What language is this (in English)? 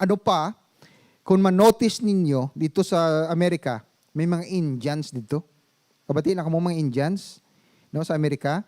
Hiligaynon